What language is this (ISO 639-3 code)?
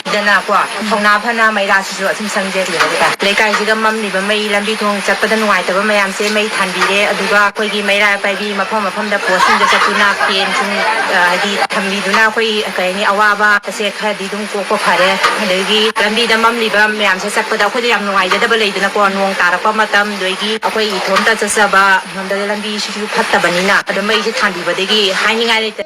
mni